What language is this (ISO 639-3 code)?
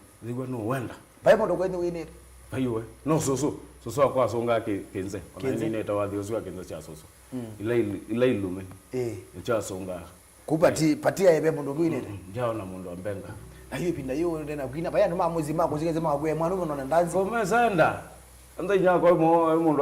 kam